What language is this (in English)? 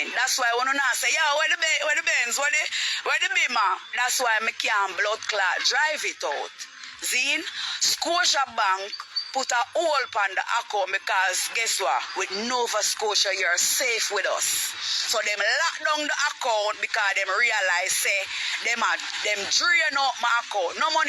Jamaican Creole English